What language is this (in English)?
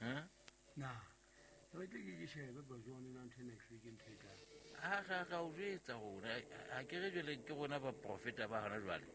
Southern Sotho